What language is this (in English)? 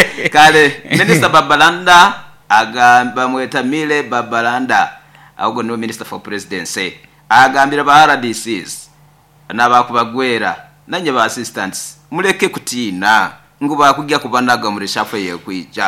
Nyoro